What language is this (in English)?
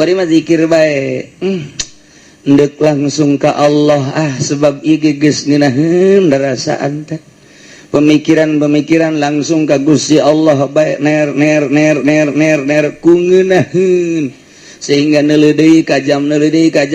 Sundanese